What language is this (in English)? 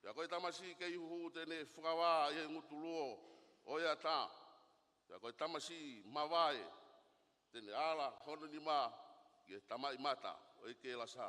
Tongan